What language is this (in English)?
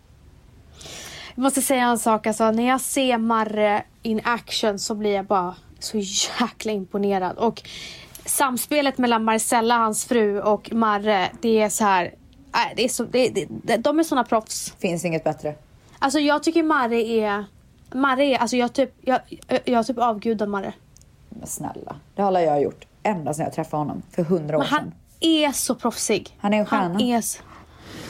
Swedish